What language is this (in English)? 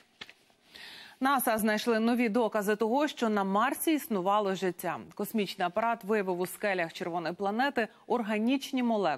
Ukrainian